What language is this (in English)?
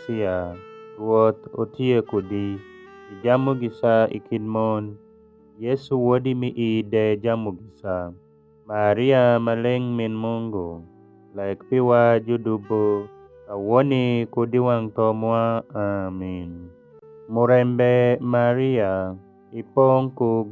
Alur